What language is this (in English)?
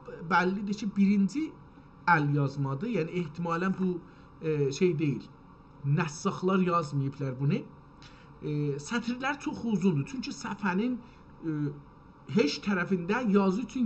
South Azerbaijani